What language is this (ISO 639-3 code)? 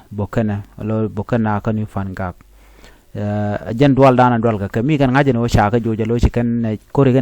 nus